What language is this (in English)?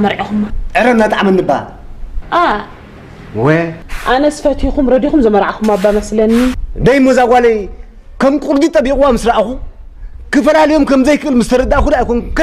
Tigrinya